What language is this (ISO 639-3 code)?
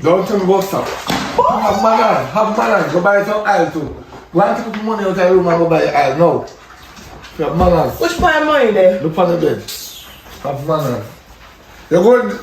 jam